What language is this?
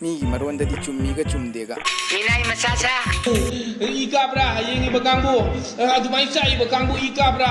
Manipuri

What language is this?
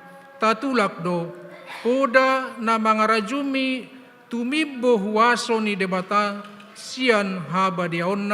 Batak Toba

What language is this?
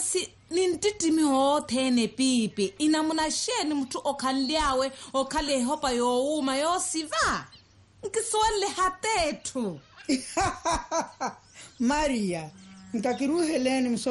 Swahili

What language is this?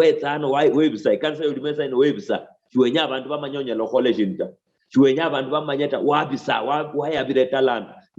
Luyia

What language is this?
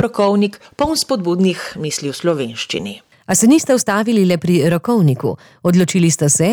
Slovenian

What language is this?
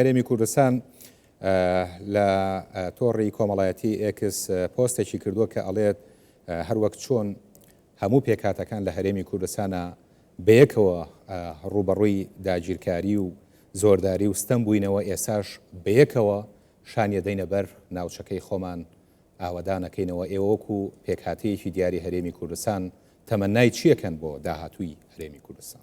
Central Kurdish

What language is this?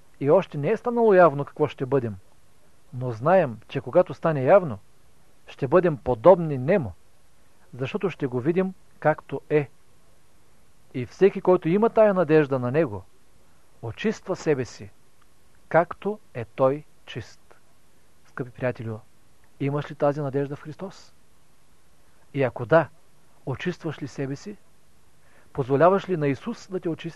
Bulgarian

